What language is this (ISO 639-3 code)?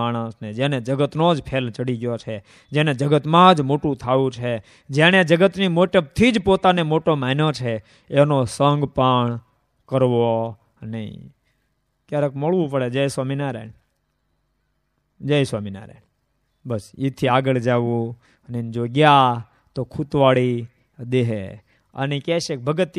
guj